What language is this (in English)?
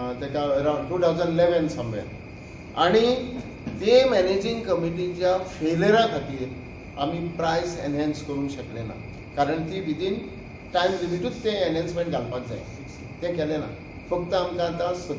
Konkani